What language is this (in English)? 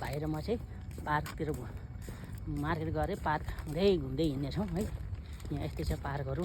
Nepali